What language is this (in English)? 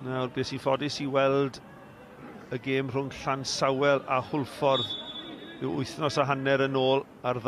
Welsh